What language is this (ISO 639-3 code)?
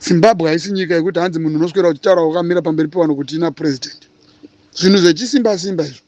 sna